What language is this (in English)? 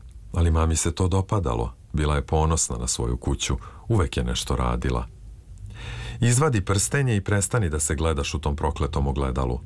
Serbian